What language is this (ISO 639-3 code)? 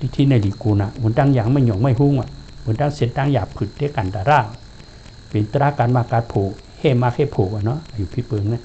shn